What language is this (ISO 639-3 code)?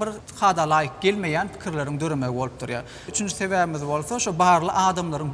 tuk